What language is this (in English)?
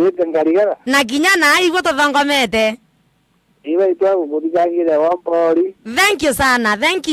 Meru